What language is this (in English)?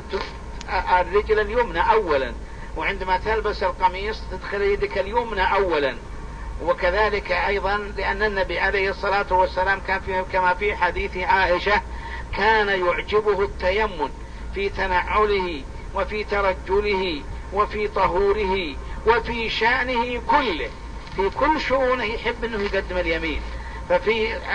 Arabic